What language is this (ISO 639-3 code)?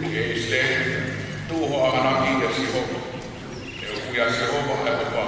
ton